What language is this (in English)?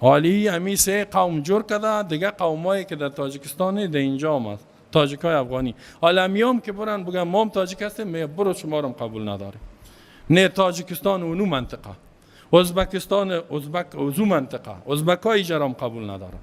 Persian